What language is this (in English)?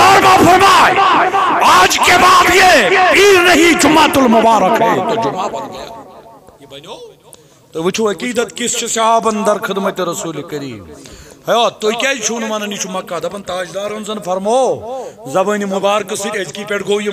Kashmiri